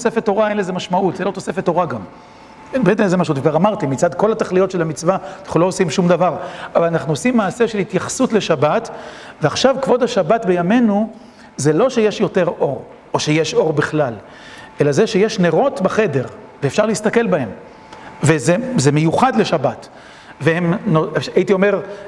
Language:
Hebrew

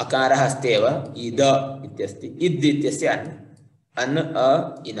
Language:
Sanskrit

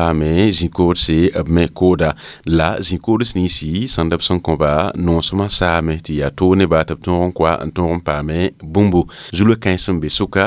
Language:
Mossi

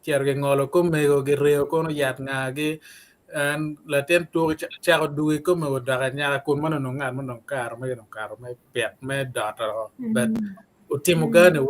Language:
Acoli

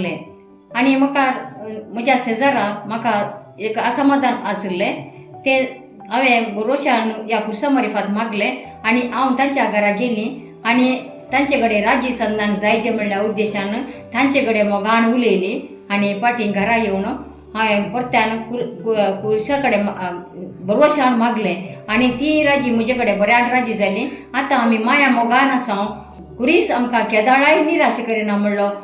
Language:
Konkani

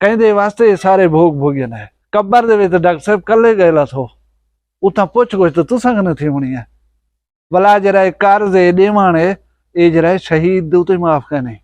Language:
Saraiki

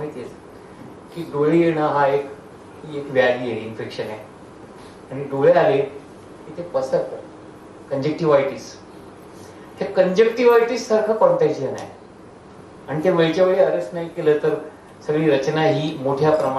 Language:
Marathi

